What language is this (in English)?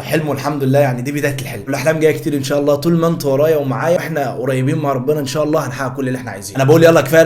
Egyptian Arabic